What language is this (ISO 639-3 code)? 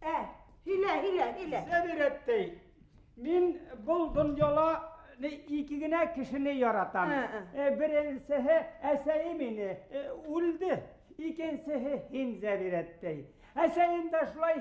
bak